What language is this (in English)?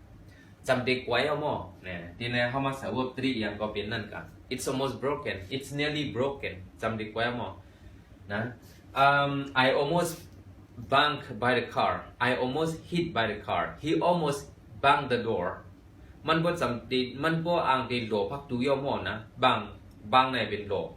Shan